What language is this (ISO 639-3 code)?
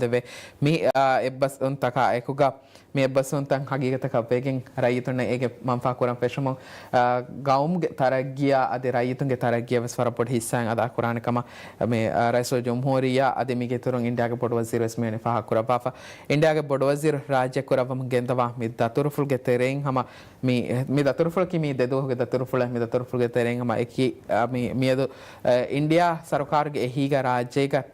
div